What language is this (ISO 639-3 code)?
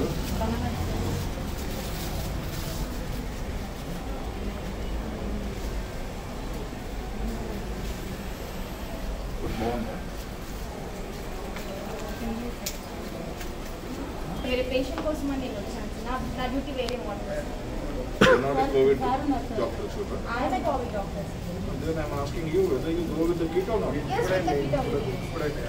tel